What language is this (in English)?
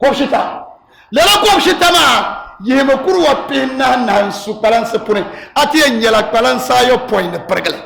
Dagbani